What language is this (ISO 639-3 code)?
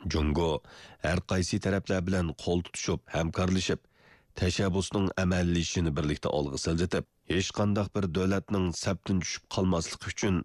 uig